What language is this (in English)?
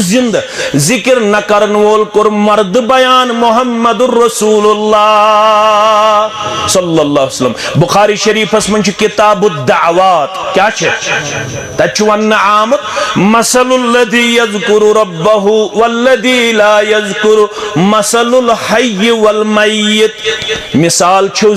Kashmiri